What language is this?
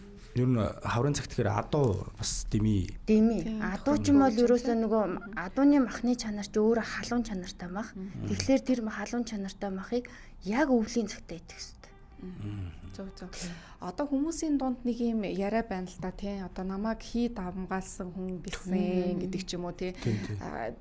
Mongolian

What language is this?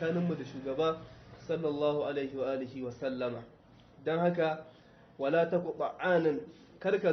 Hausa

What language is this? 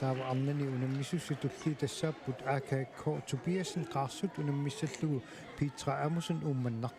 Kalaallisut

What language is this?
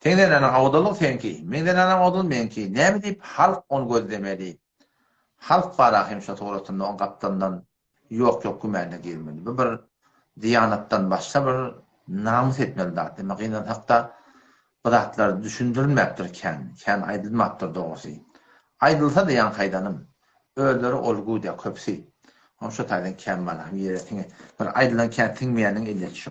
Turkmen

